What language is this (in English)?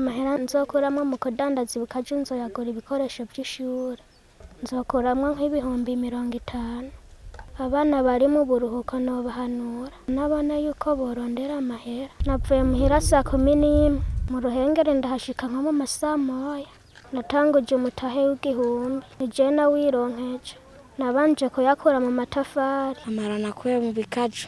Rundi